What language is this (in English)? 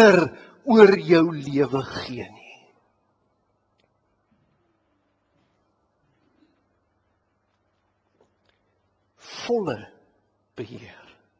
Afrikaans